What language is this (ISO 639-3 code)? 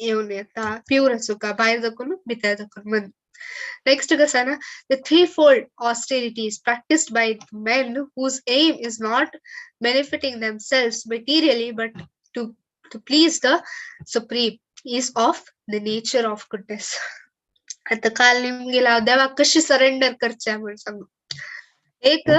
kok